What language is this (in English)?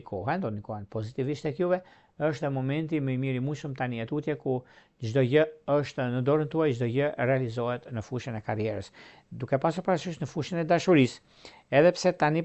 Albanian